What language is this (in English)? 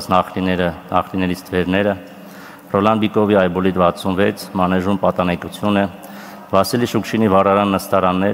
Armenian